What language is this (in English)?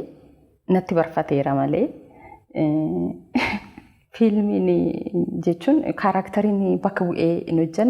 Oromo